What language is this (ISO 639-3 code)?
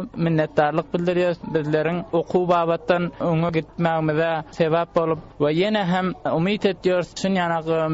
tuk